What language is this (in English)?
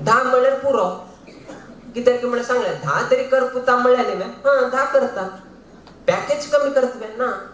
Konkani